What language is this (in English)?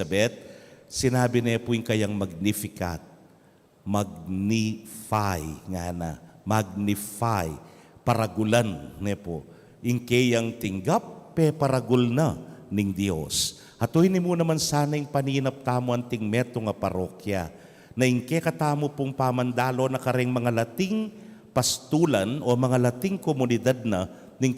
Pampanga